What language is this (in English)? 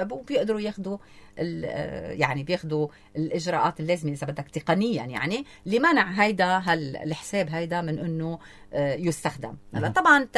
North Levantine Arabic